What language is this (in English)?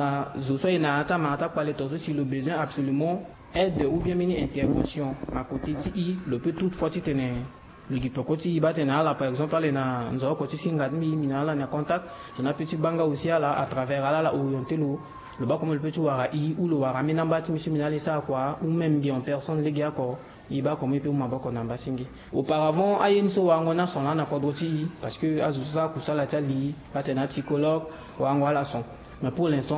Sango